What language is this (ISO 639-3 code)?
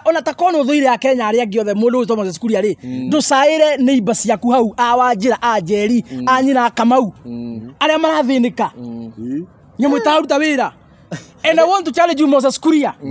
kik